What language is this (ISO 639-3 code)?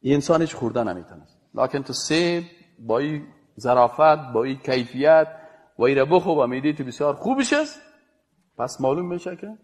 fas